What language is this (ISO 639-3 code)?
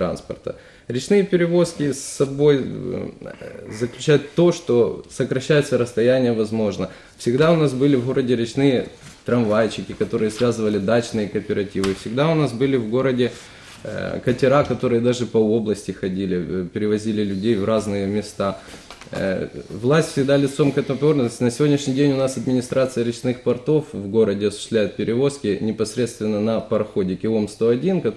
rus